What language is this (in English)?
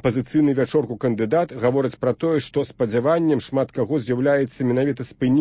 Belarusian